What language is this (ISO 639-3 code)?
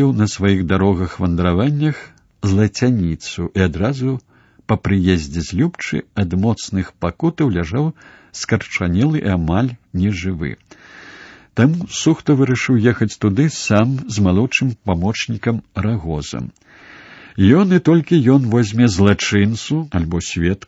bel